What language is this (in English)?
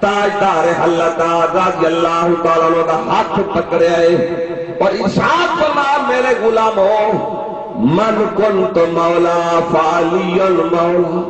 Saraiki